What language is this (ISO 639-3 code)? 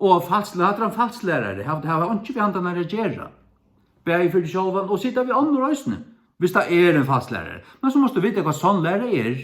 fao